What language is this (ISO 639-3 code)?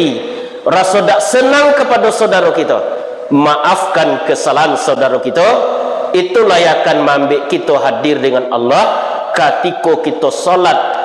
min